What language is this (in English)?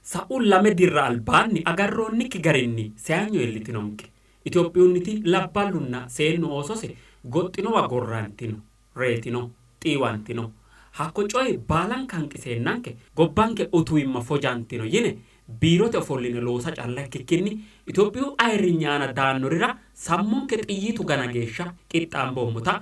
Sidamo